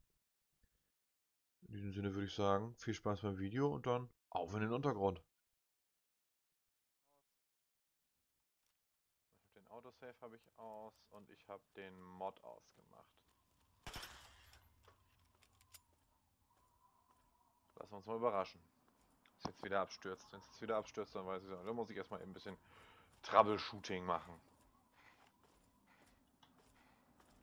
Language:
German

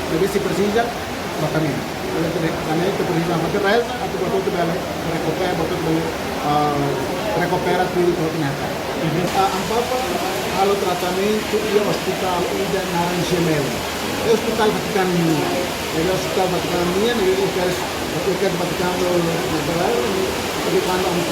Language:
Tetum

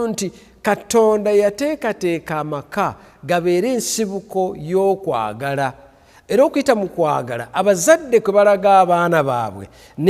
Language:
Ganda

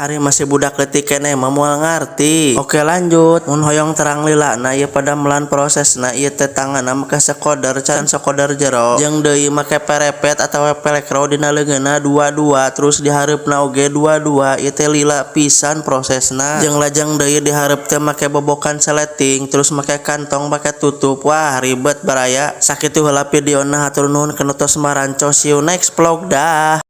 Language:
Sundanese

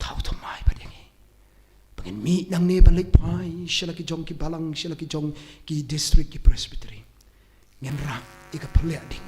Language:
Khasi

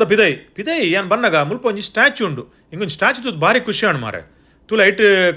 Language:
Tulu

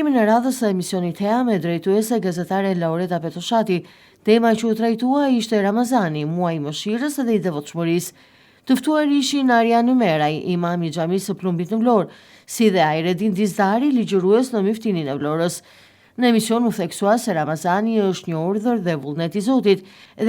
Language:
Albanian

